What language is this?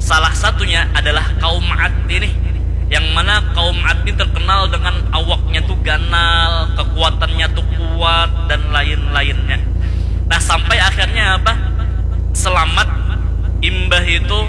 Banjar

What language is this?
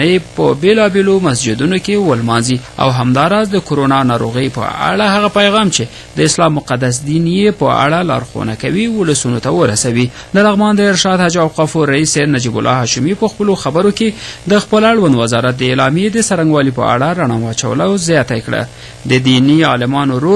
Pashto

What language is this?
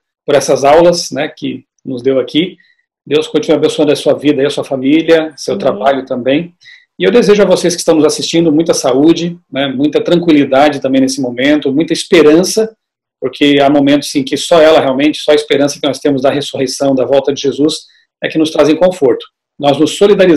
Portuguese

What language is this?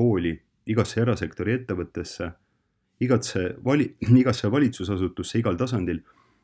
Estonian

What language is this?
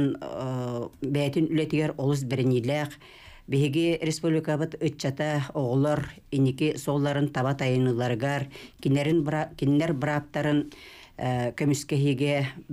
Yakut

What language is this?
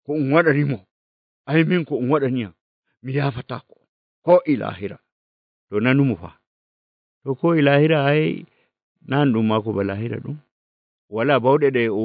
Nigerian Fulfulde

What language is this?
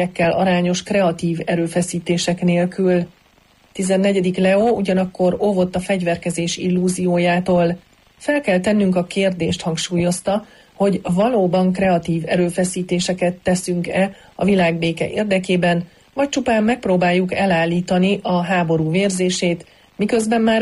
Hungarian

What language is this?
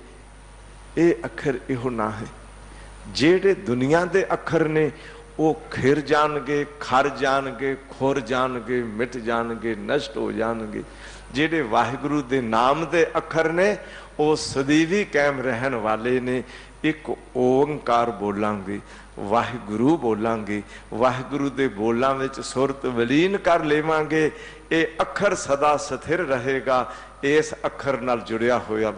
Punjabi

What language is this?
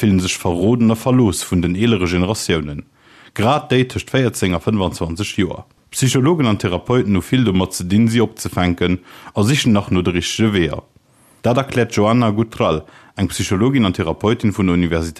Luxembourgish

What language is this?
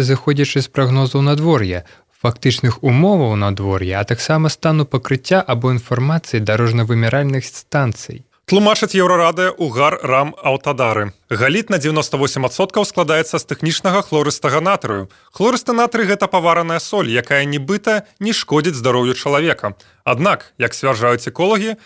Belarusian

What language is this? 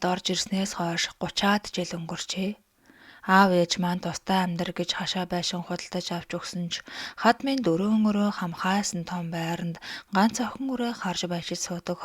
Mongolian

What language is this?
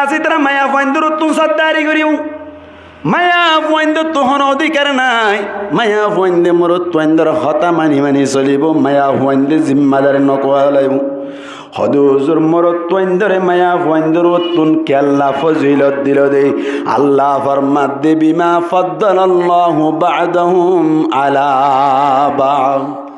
Rohingya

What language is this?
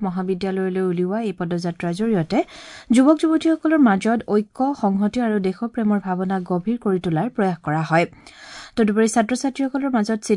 Assamese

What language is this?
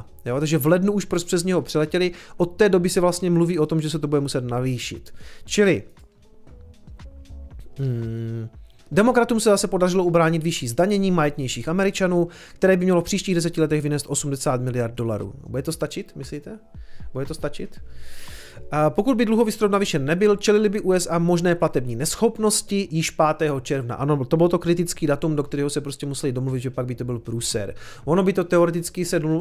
Czech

